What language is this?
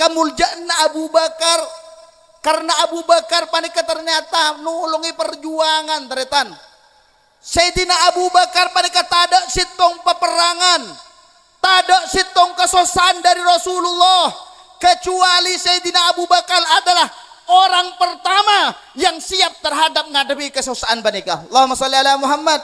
Madurese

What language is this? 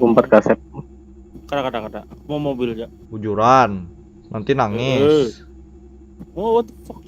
Banjar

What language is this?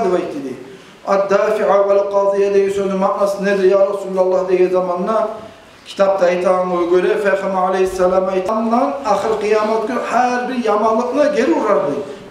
Kumyk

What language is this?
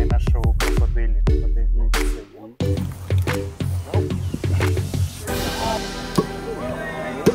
Ukrainian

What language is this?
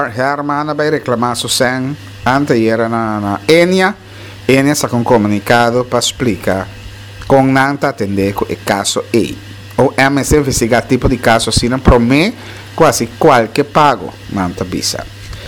Papiamento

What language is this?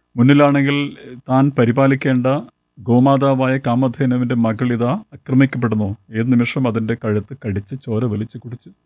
Malayalam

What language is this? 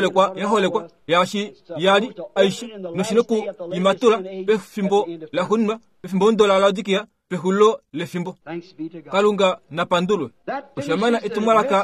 Kuanyama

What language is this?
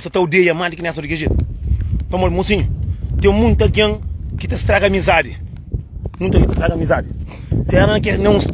Kabuverdianu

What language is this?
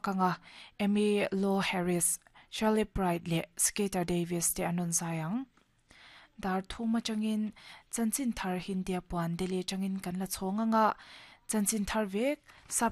Mizo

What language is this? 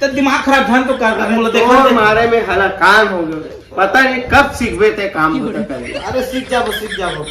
Chhattisgarhi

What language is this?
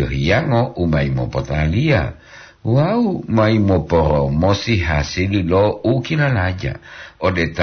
Gorontalo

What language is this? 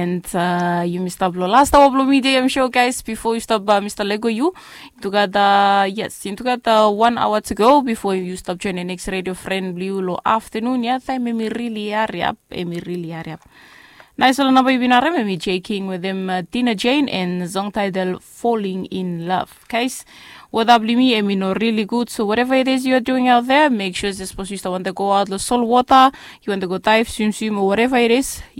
Bislama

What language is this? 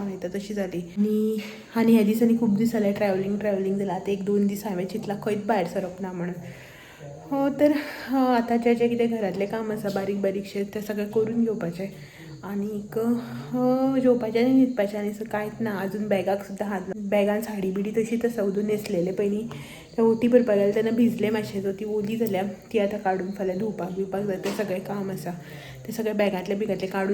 Konkani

